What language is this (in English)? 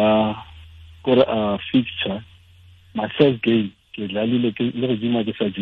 Tswana